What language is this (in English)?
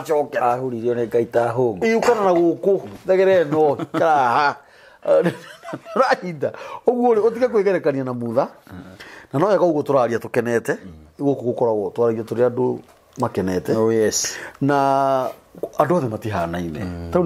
Kikuyu